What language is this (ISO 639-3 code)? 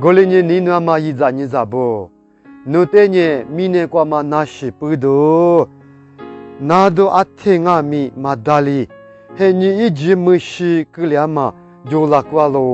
lis